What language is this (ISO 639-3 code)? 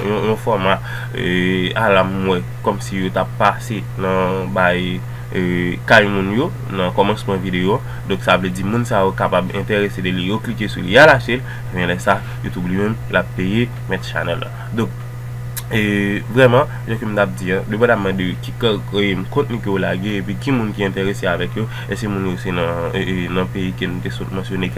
hat